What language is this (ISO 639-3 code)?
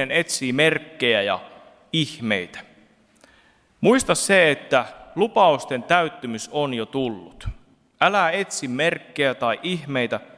fin